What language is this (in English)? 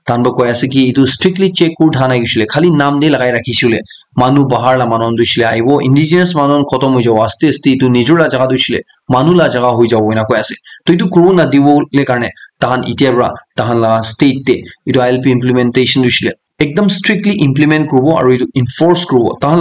Naga Pidgin